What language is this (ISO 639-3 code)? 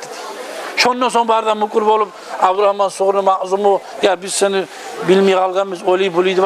kum